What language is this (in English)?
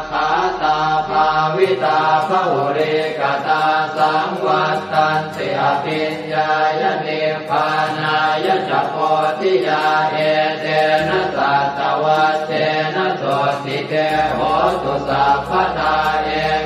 Pali